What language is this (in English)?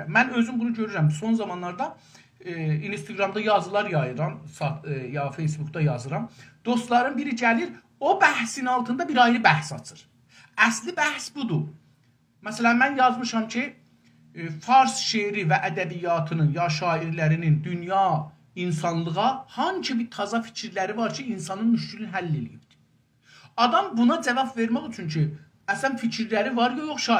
South Azerbaijani